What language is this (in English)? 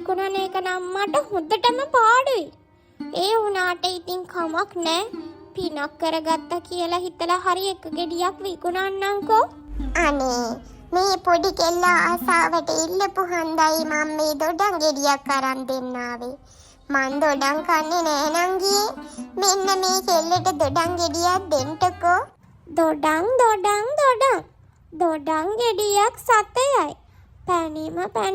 Sinhala